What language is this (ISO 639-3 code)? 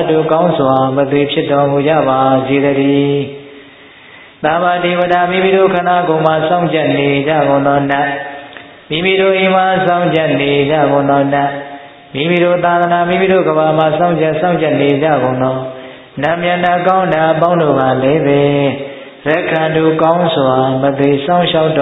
mya